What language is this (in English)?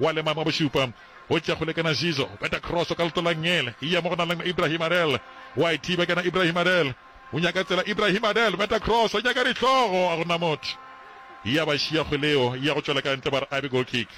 Northern Sotho